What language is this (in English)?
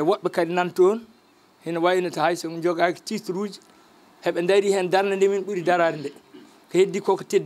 Fula